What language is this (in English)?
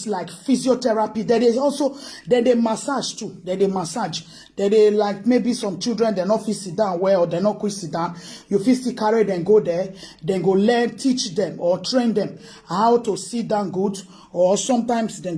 Nigerian Pidgin